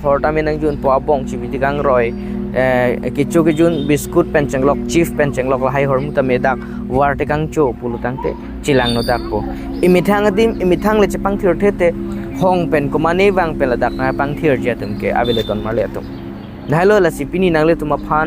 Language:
Karbi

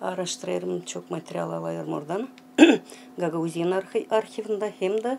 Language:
Gagauz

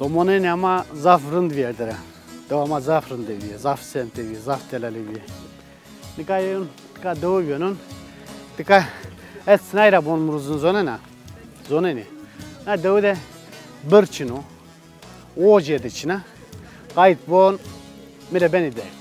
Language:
Zaza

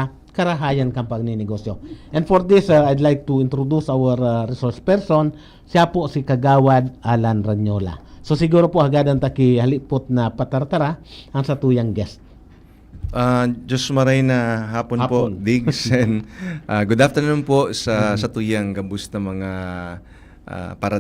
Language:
Bikol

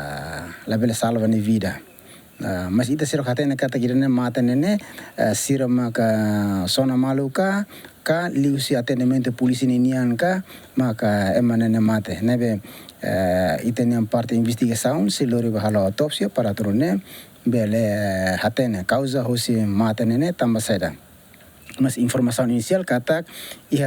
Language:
Tetum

